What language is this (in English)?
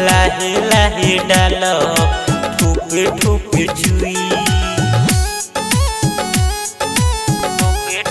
Bhojpuri